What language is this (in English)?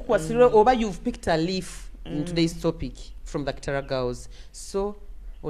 Nyoro